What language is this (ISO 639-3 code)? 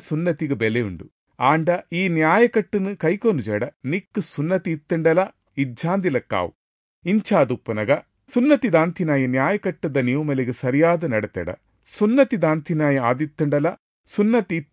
tcy